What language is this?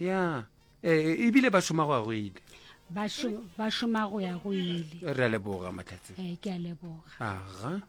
Northern Sotho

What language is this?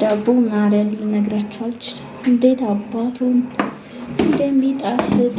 Amharic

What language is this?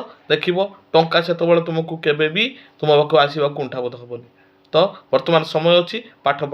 Odia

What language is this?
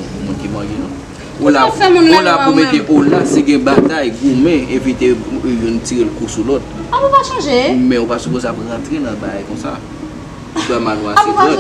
Haitian Creole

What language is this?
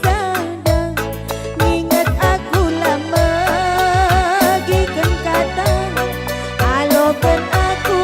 Batak Karo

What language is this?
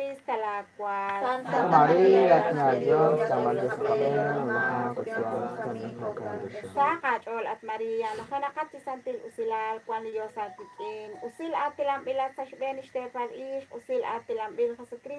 Kekchí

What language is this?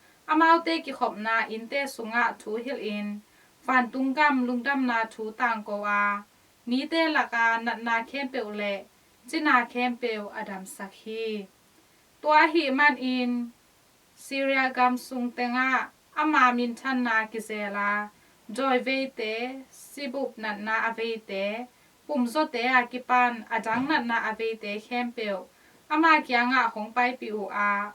Tedim Chin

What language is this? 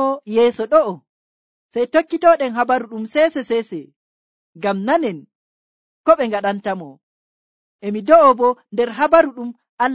Nigerian Fulfulde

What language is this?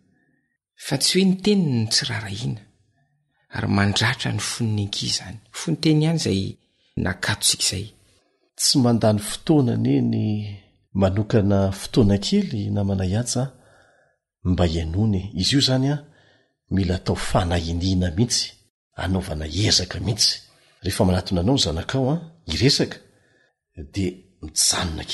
Malagasy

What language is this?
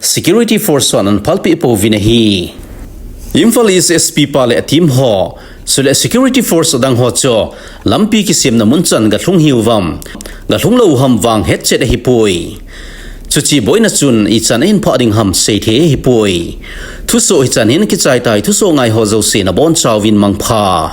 Thado Chin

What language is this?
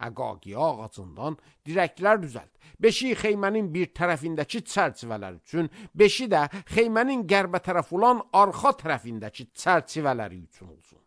Azerbaijani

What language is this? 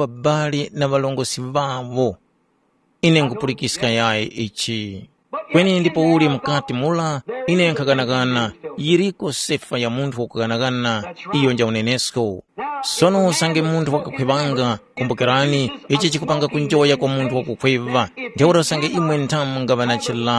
Tumbuka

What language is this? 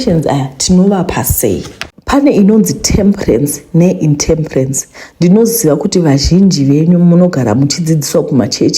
Shona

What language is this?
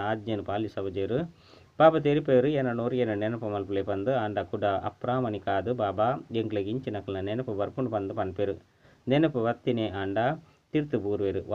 Tulu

